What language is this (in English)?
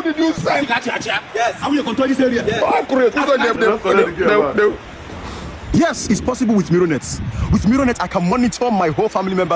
Nigerian Pidgin